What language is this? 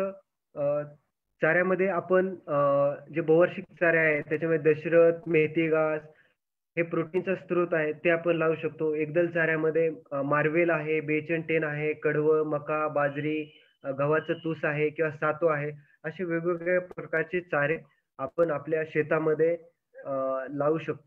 Marathi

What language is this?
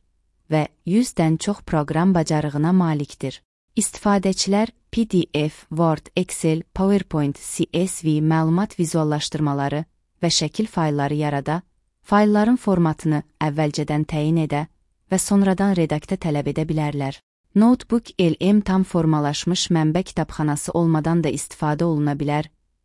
Azerbaijani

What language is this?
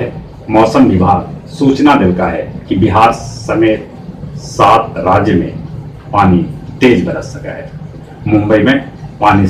Magahi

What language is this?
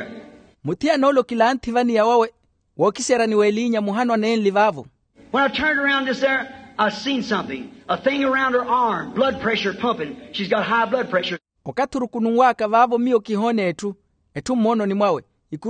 Makhuwa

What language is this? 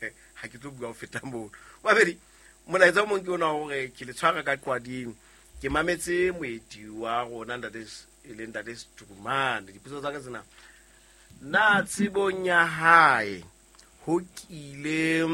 Southern Sotho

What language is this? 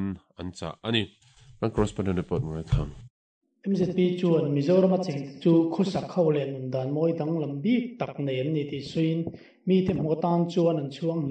Mizo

